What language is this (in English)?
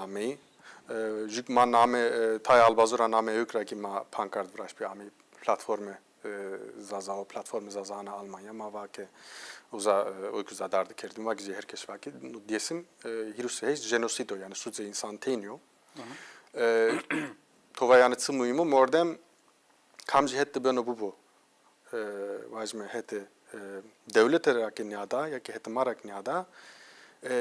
Zaza